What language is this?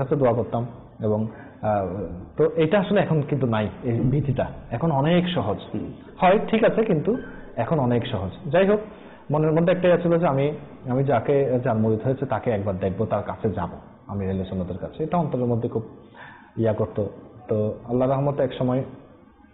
Bangla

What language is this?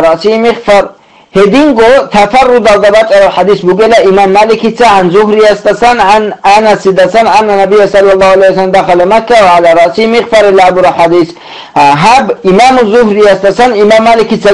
Avaric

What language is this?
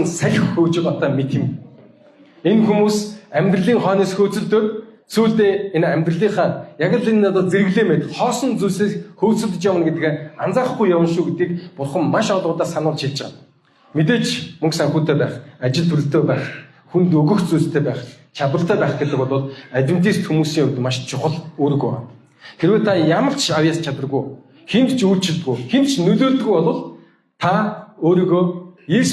Mongolian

